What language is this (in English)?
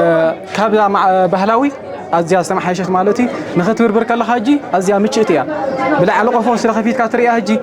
Tigrinya